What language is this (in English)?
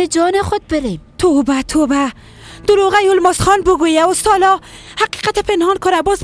Persian